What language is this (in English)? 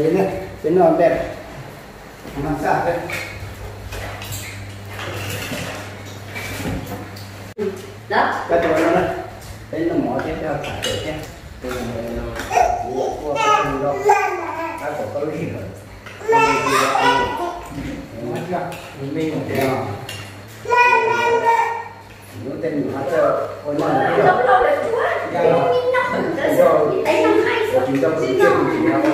Vietnamese